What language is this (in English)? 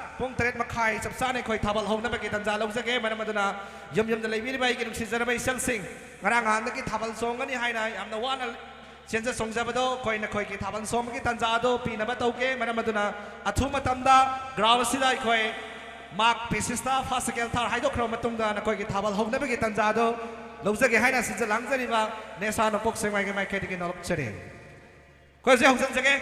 Manipuri